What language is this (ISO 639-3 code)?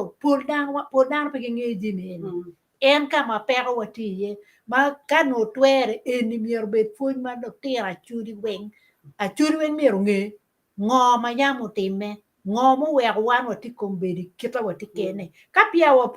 ach